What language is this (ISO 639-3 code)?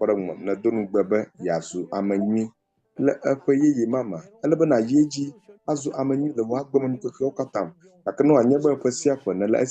ewe